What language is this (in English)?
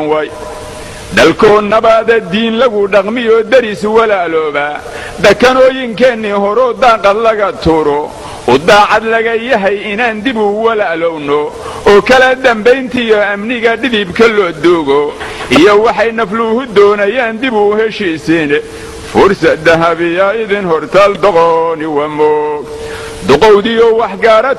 Somali